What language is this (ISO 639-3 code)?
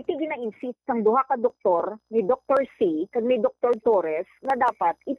hil